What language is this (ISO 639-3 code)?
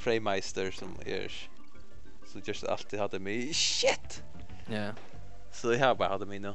fao